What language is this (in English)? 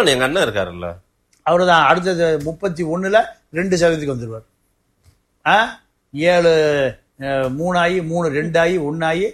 Tamil